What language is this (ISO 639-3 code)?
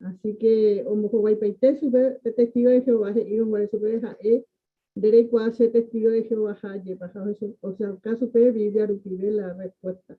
grn